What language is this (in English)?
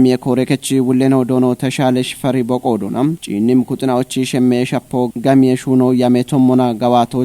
Kafa